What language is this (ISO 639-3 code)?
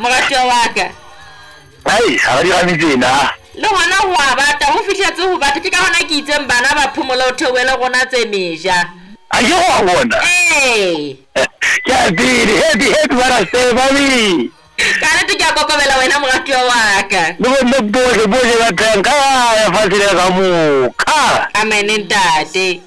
sot